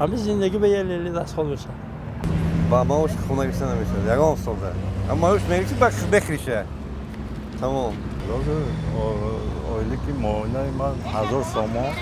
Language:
Tajik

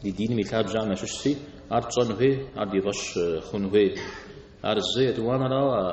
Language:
Kabardian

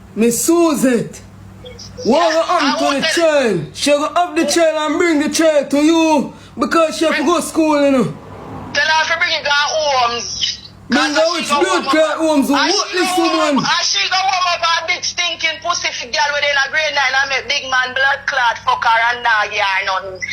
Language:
Jamaican Creole English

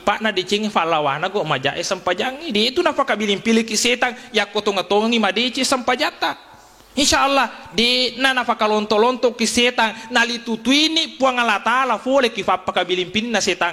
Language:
Buginese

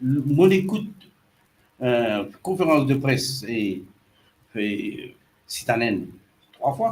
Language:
Morisyen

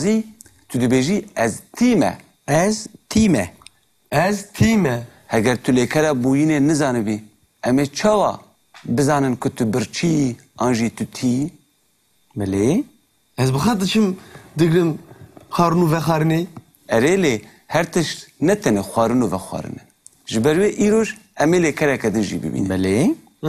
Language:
Kurdish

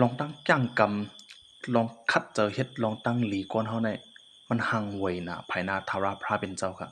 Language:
Shan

